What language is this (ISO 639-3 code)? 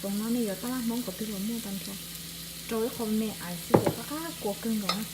hmn